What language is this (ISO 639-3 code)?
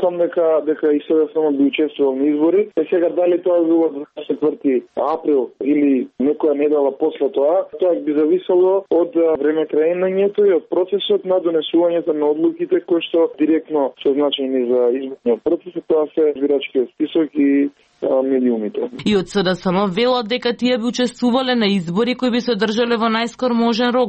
mkd